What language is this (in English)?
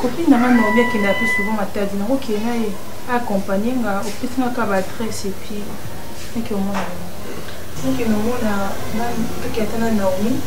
Lingala